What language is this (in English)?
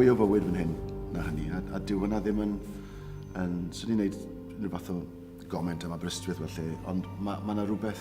Welsh